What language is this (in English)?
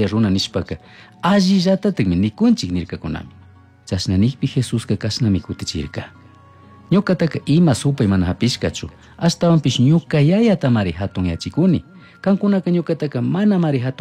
Chimborazo Highland Quichua